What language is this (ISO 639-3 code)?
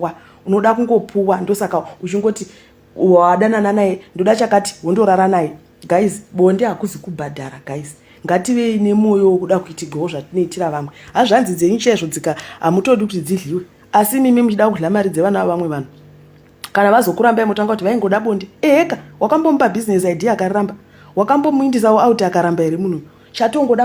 sna